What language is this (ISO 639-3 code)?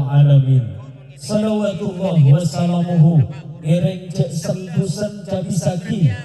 mad